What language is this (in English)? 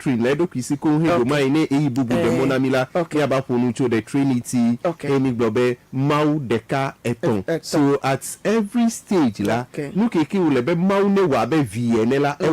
Ewe